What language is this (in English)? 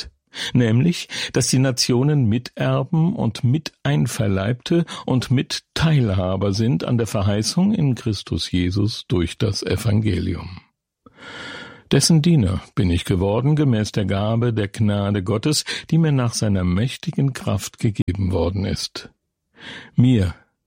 German